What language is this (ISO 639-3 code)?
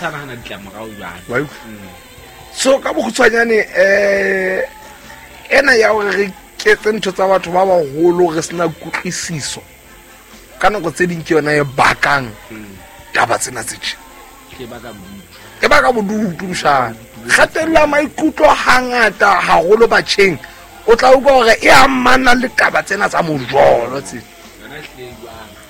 sot